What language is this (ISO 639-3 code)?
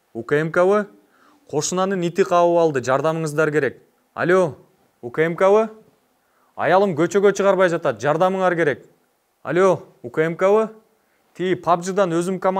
kir